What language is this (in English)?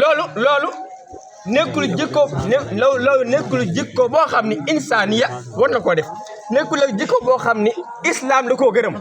Wolof